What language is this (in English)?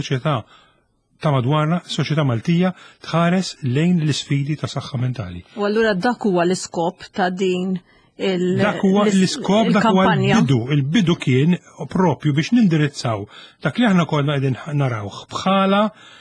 Maltese